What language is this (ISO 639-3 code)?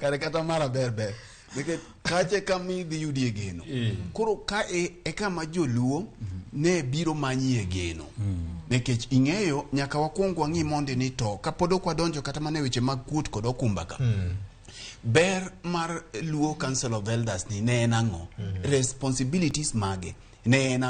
luo